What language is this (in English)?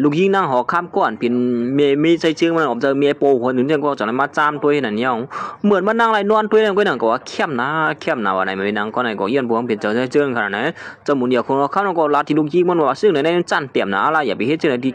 Shan